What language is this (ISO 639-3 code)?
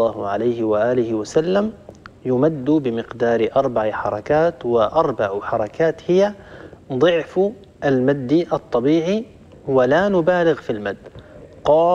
ara